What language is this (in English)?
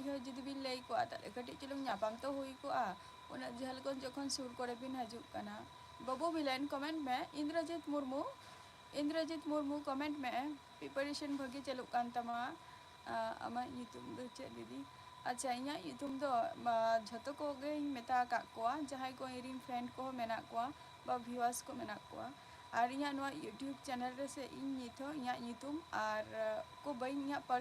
Santali